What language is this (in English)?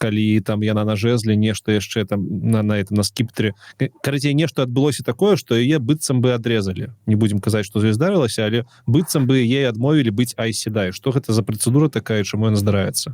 Belarusian